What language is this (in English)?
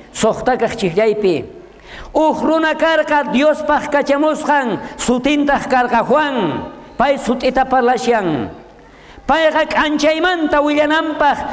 South Bolivian Quechua